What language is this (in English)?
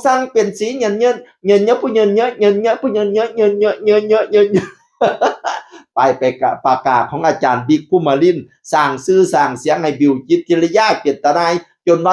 Northeastern Thai